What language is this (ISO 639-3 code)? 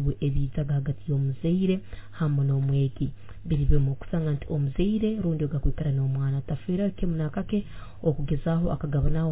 nyo